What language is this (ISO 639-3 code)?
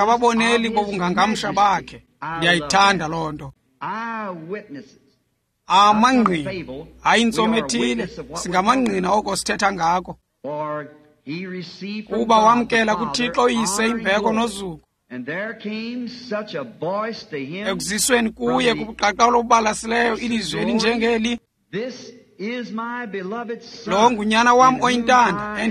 xho